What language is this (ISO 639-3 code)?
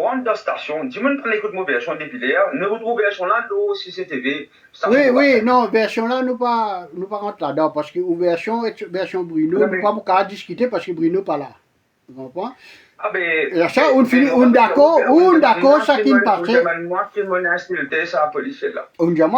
mfe